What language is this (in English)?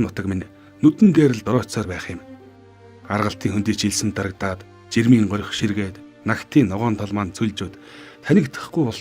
Mongolian